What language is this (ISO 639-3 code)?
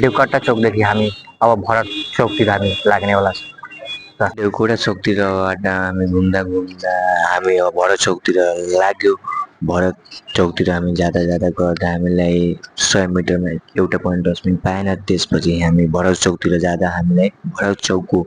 nep